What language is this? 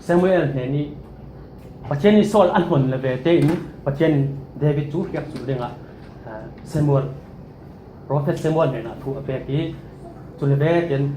Falam Chin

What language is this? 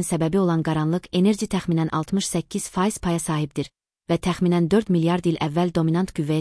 Azerbaijani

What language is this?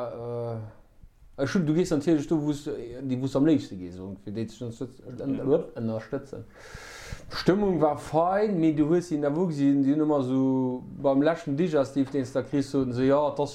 Luxembourgish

